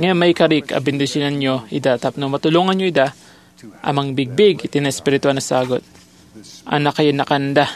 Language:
Iloko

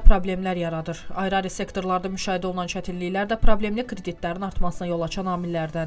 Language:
Azerbaijani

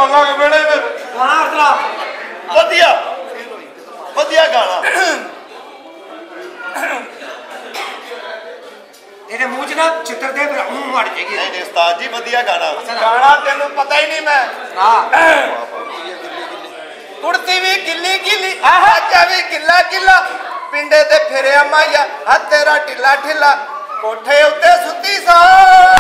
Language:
Punjabi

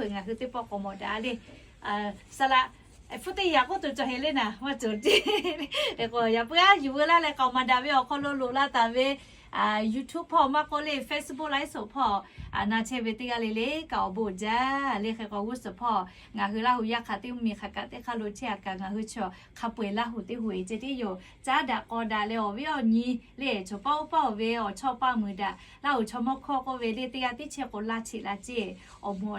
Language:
Lahu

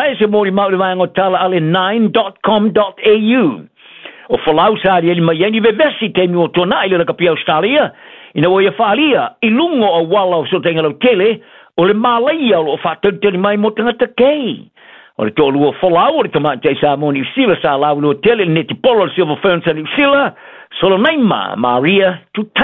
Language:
Samoan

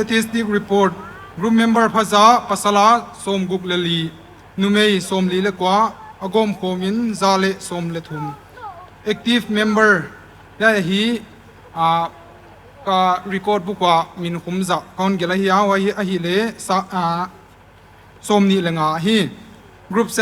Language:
Paite Chin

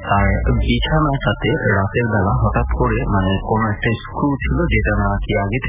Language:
Bangla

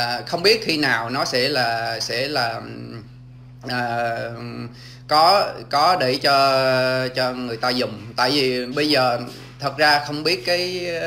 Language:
Vietnamese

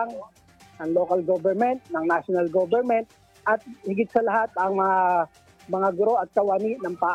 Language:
Filipino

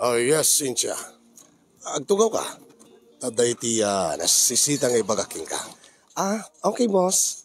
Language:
Iloko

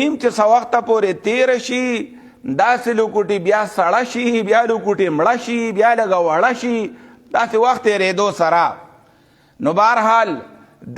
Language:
Pashto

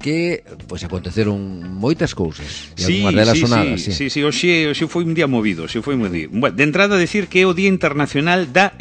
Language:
Galician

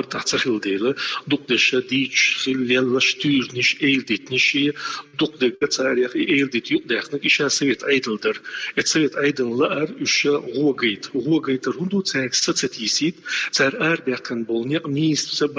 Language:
Chechen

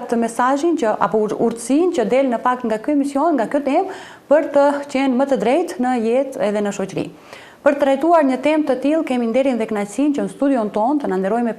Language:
Albanian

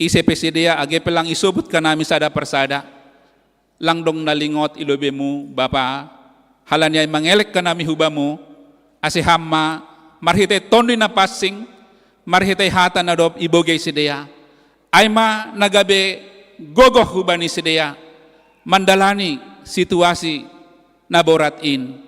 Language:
Batak Simalungun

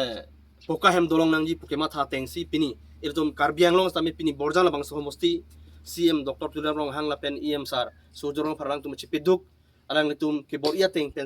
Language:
Karbi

